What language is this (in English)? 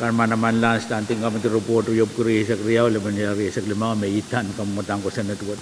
Pohnpeian